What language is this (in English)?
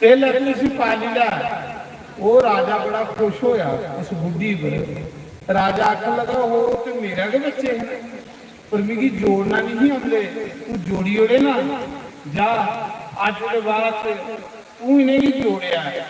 Dogri